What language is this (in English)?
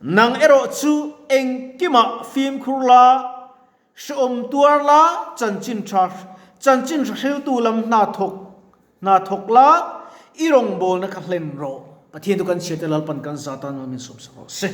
Mizo